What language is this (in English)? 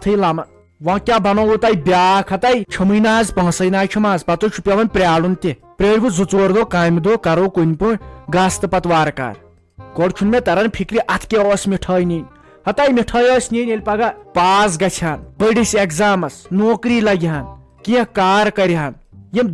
Kashmiri